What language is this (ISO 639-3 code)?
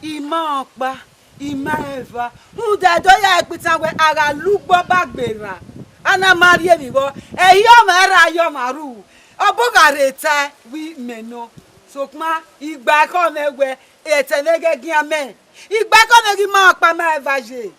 bin